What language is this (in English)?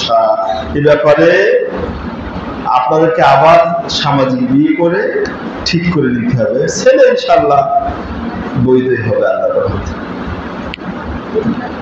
Bangla